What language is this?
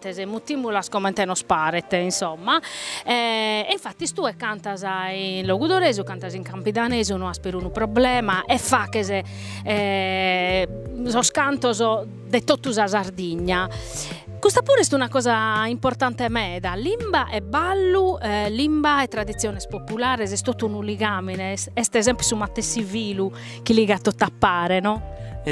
Sardinian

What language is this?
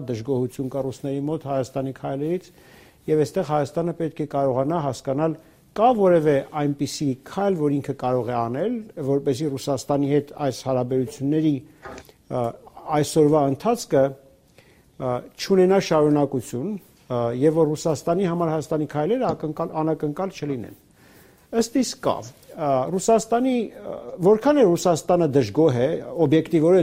Armenian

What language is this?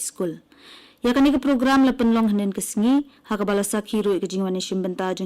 Khasi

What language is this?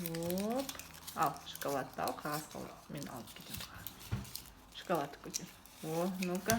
Kazakh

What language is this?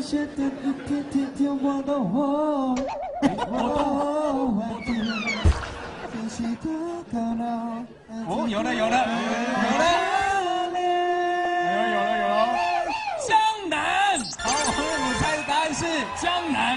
Chinese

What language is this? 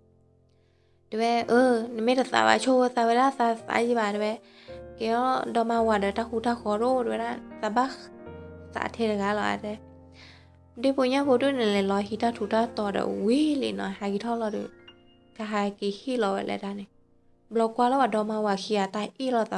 S'gaw Karen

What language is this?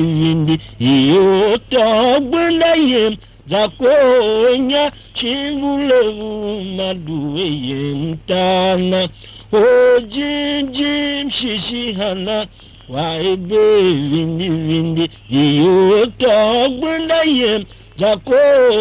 Tiv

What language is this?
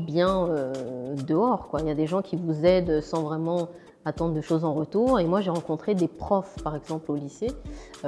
French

